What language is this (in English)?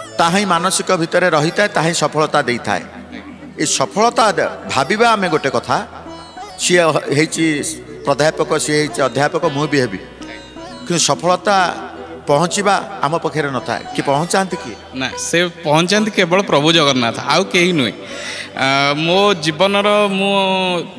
Odia